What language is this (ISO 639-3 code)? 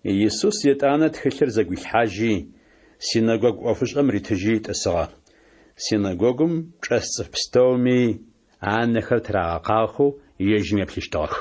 ady